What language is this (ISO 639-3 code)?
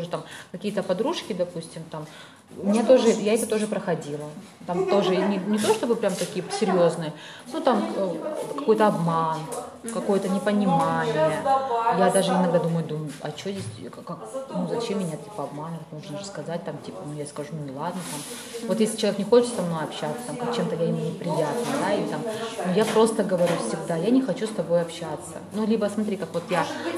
rus